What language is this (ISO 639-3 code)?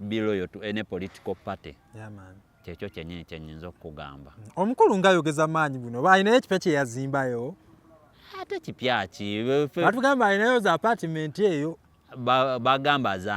lug